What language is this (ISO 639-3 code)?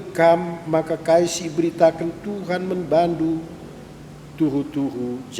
btx